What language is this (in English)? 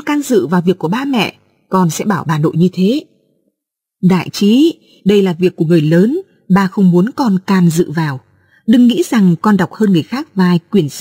Vietnamese